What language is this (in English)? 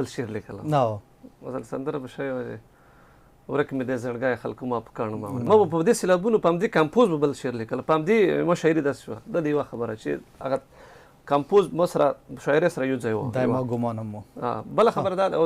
Pashto